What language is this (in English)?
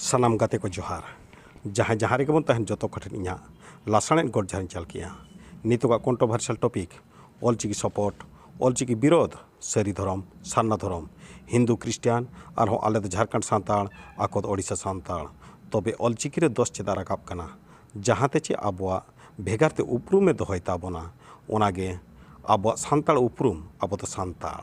Santali